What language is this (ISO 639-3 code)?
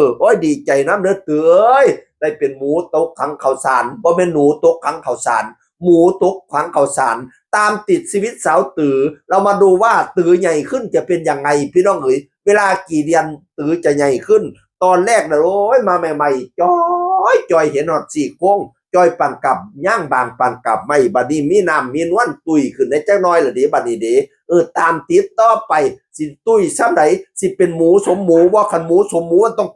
tts